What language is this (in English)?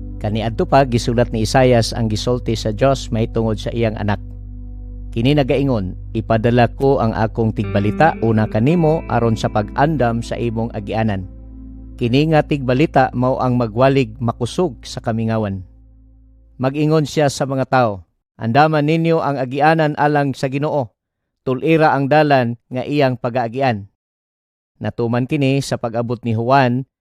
Cebuano